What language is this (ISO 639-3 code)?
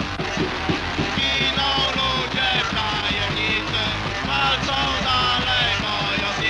pol